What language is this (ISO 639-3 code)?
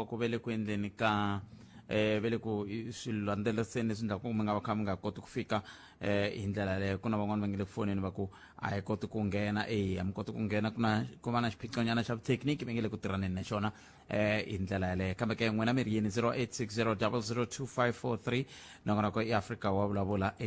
tso